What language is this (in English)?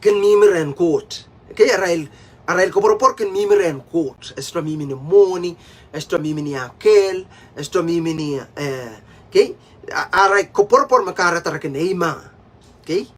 Pohnpeian